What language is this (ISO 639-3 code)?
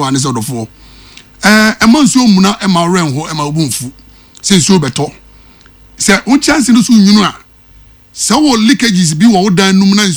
aka